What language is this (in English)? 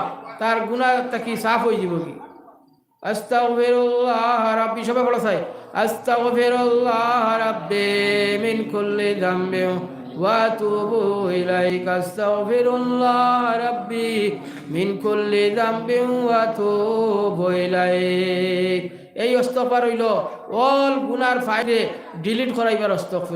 Sylheti